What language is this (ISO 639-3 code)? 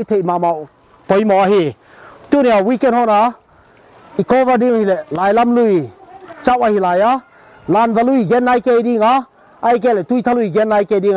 pck